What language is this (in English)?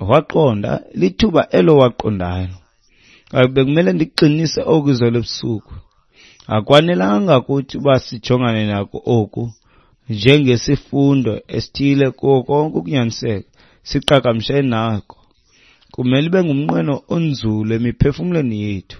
Xhosa